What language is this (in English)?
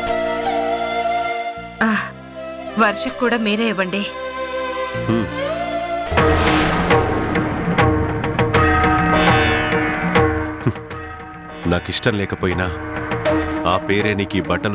Telugu